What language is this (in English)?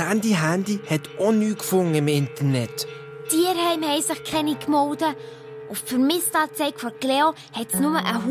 Swiss German